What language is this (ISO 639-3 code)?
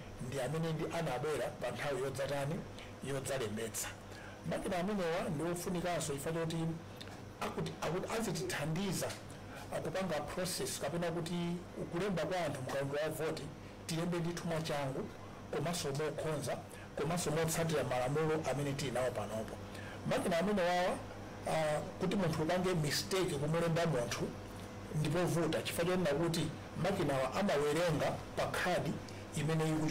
nya